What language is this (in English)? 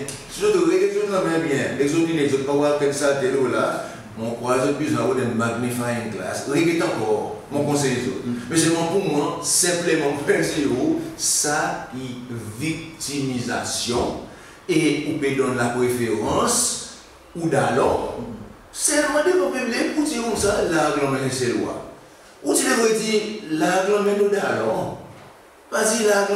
Seselwa Creole French